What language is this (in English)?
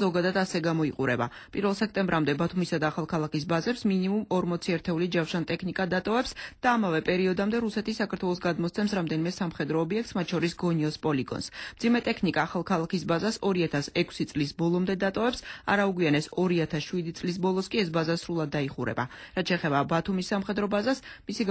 Georgian